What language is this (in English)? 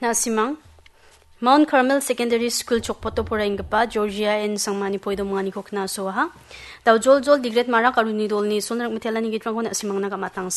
Garo